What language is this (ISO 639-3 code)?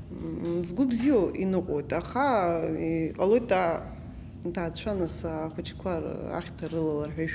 abk